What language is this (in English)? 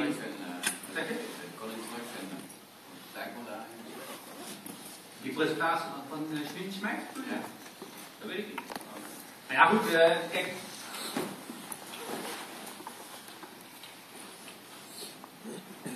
Dutch